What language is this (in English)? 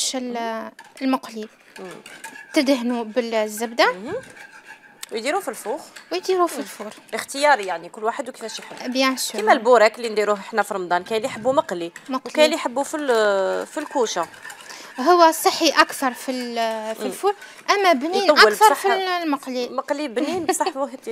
Algerian Arabic